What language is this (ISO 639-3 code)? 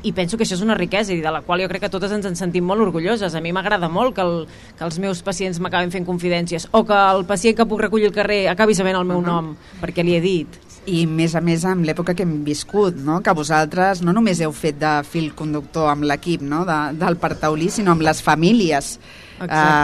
cat